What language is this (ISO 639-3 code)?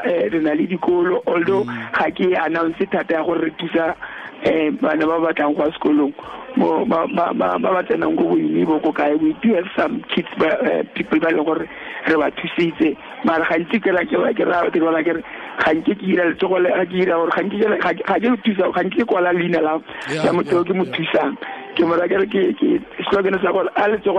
tsn